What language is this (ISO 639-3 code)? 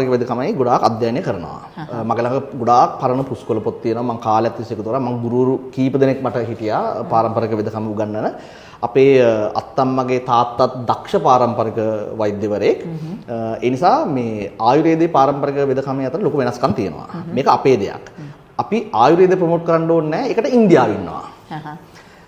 sin